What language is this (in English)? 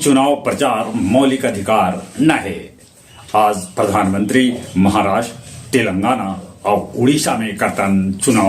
Magahi